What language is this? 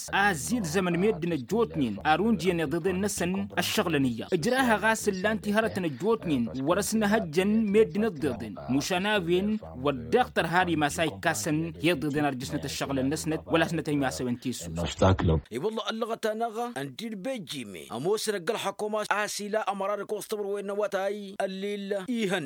Tamasheq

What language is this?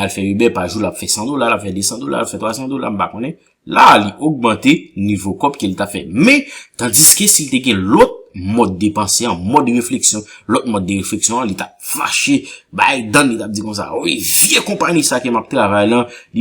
Haitian Creole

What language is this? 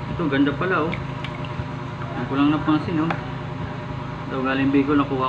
Filipino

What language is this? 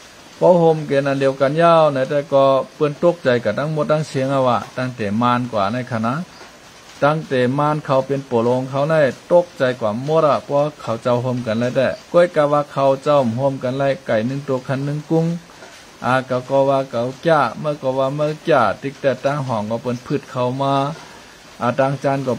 Shan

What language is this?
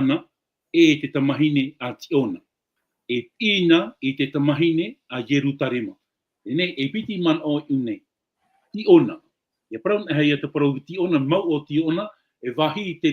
Tahitian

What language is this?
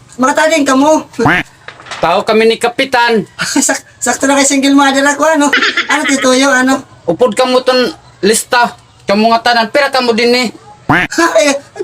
Waray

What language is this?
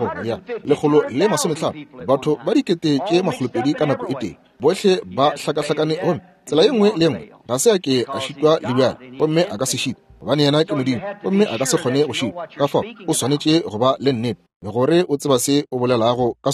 Northern Sotho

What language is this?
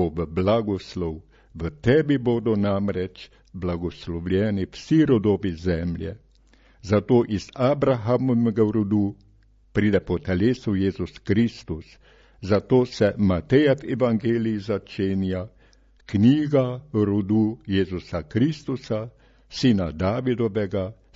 Slovenian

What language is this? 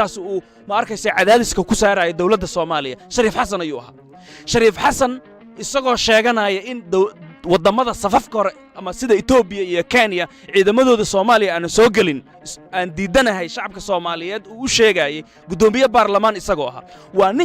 Somali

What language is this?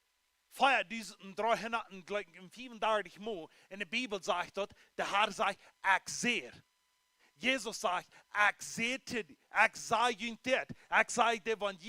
Plautdietsch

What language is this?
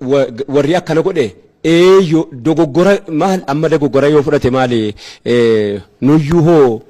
Oromo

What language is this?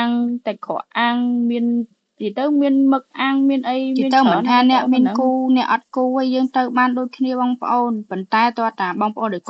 Khmer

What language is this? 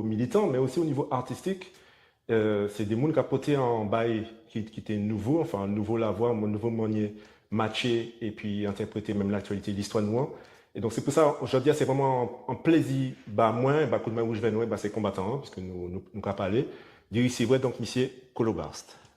Guadeloupean Creole French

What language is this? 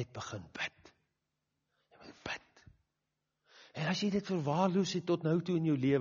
Afrikaans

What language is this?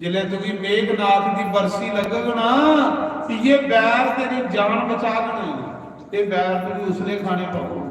Dogri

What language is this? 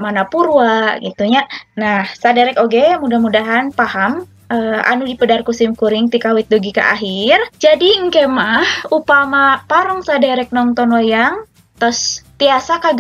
Sundanese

